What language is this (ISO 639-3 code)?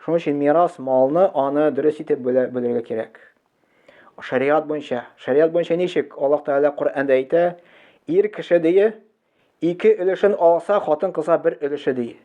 tat